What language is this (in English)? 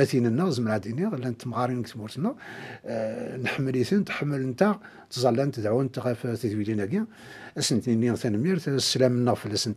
Kabyle